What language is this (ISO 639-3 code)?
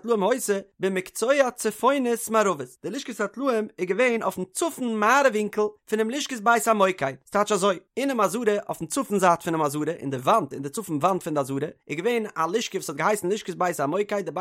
yid